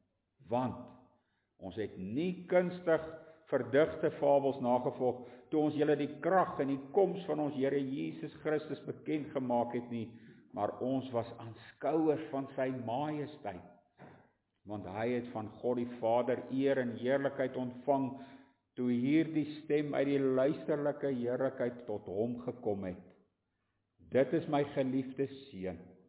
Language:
Afrikaans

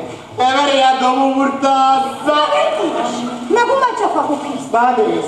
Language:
Neapolitan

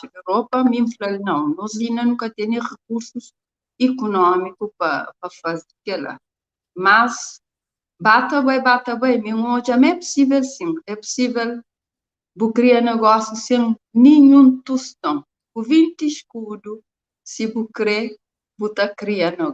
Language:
Kabuverdianu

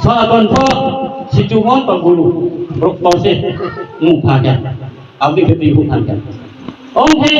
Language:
Riang (India)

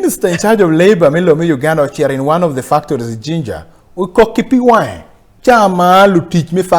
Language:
Acoli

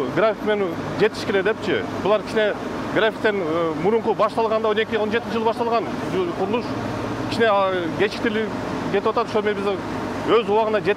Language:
Kyrgyz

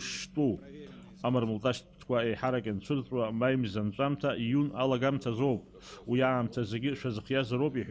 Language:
Abkhazian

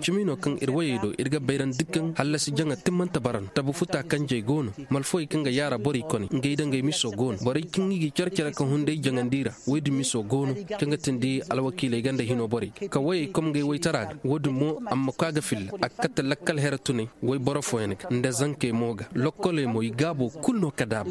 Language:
Koyraboro Senni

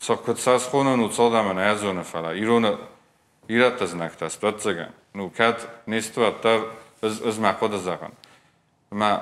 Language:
Ossetic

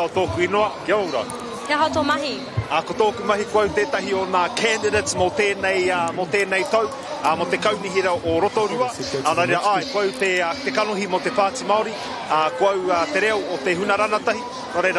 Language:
Māori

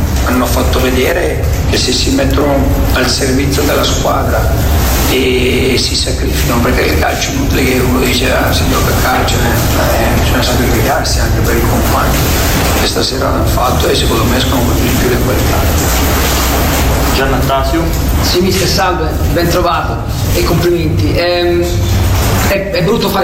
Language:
Italian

